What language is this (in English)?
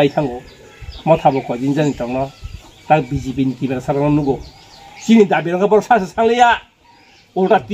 Kok Borok